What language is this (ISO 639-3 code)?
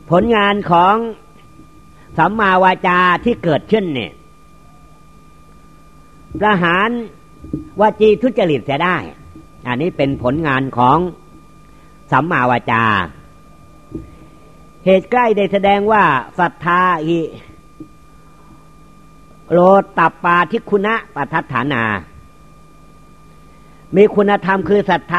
tha